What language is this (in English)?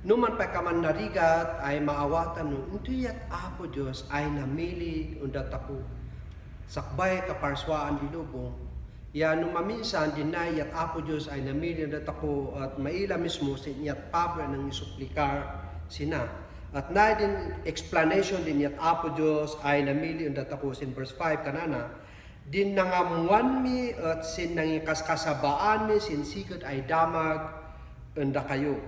Kankanaey